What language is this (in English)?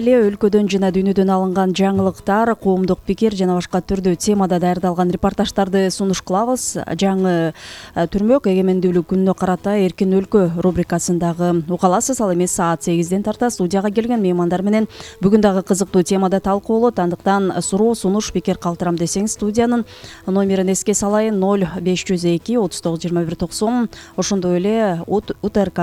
Kyrgyz